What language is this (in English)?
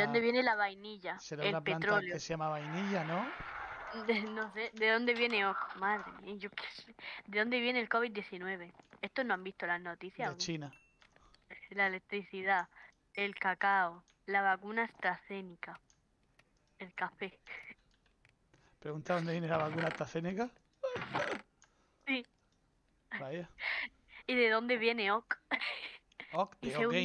Spanish